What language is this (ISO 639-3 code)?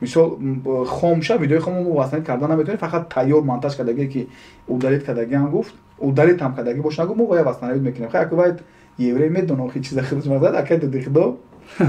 tgk